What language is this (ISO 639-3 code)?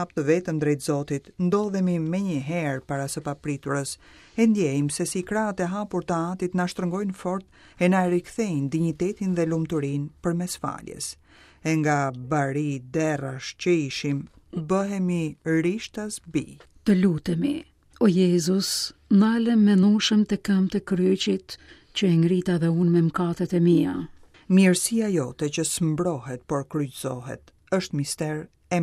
sqi